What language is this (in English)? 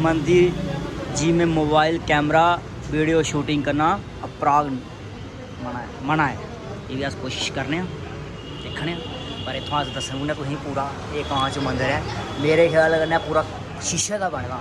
Dogri